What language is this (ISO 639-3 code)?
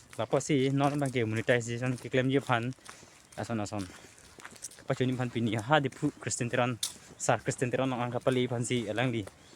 mjw